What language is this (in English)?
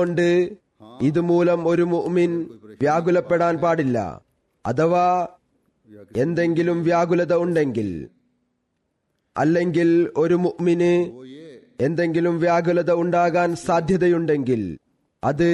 Malayalam